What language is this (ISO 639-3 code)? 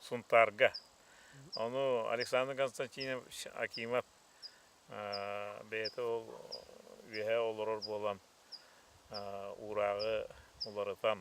sah